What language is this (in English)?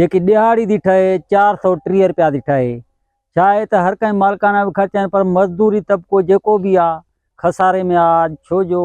Sindhi